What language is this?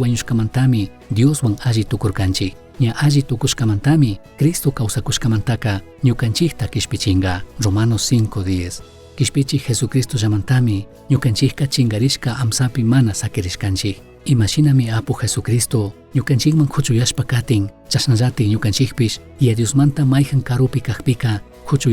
Chimborazo Highland Quichua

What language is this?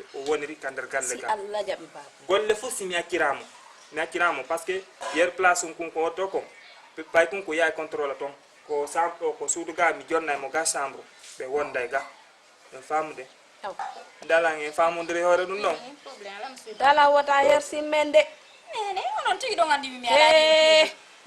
Fula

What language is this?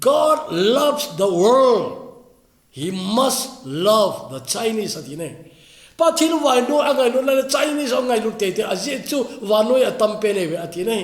Thado Chin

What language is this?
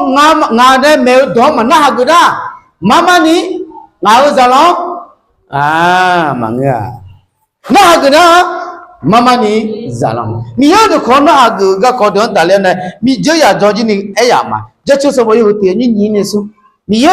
Akha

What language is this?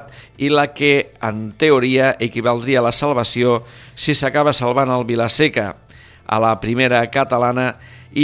Catalan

